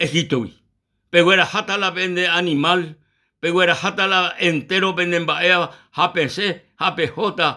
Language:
Guarani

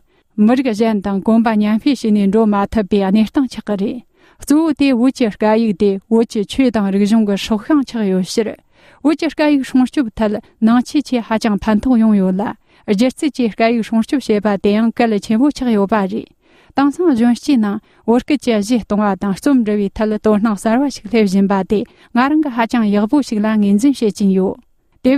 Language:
Tibetan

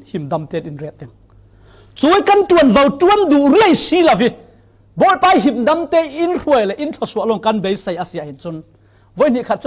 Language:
Falam Chin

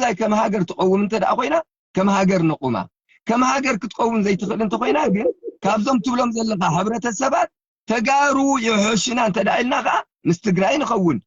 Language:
Tigrinya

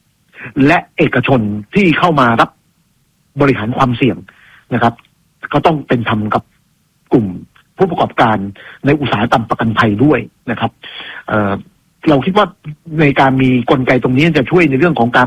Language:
Thai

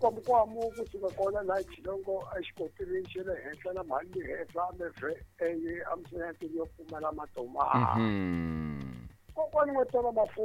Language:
Tsonga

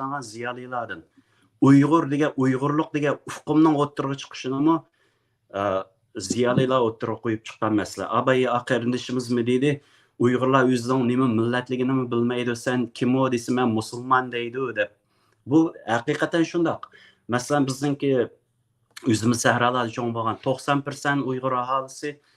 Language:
Uyghur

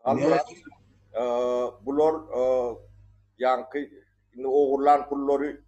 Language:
Turkmen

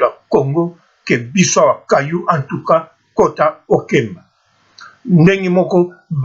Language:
Lingala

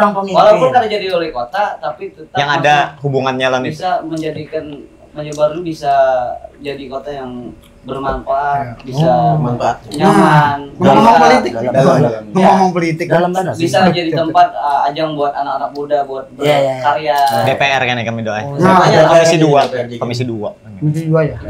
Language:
Banjar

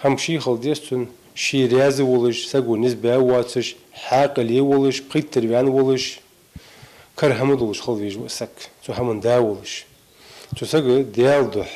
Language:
Ingush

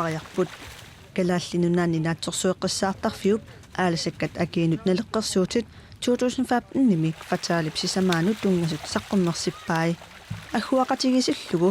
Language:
Kalaallisut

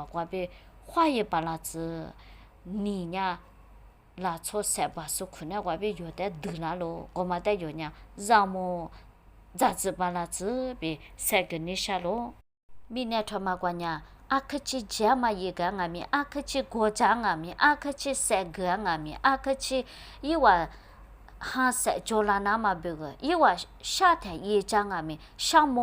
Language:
Lisu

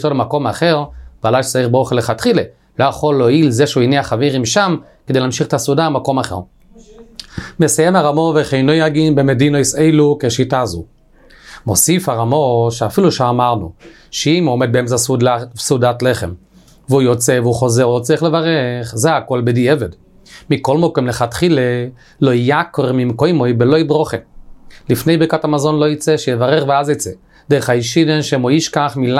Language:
Hebrew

